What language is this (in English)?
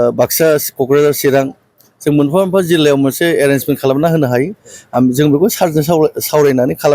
Bodo